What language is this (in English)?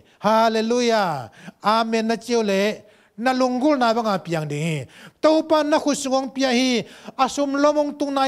Tedim Chin